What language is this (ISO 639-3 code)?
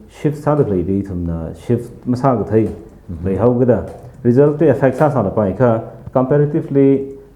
nmf